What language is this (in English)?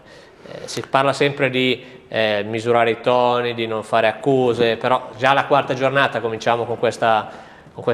Italian